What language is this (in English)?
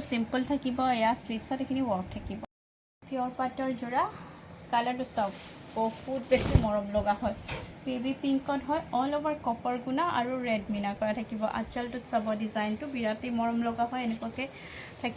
Assamese